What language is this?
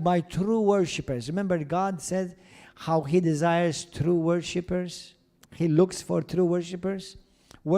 English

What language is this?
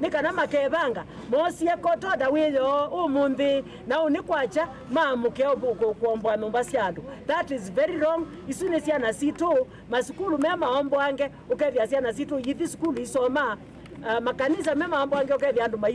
Kamba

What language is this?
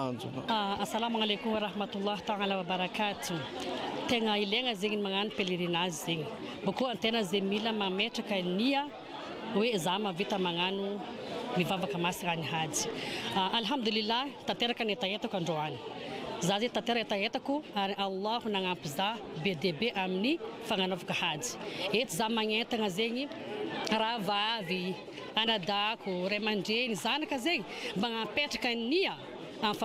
Malagasy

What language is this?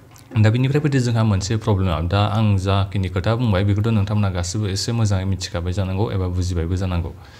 Bodo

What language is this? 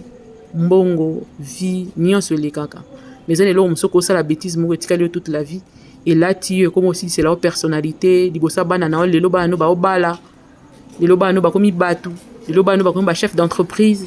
Lingala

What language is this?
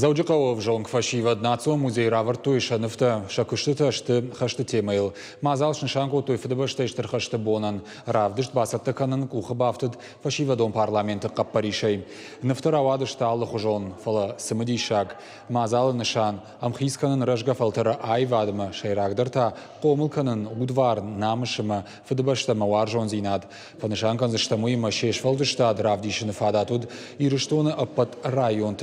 Ossetic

